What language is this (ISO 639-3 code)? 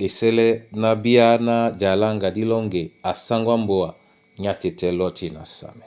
dua